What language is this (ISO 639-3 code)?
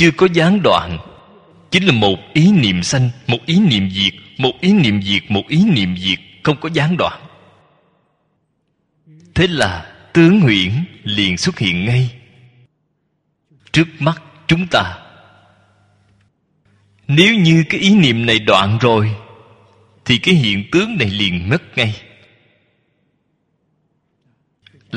vie